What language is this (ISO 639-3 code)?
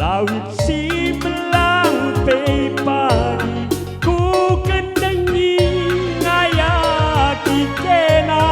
btx